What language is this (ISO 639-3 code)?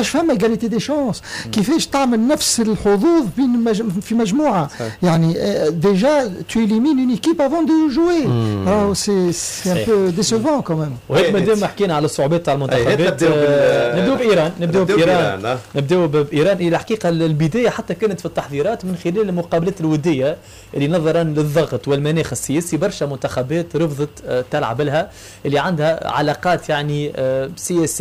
aeb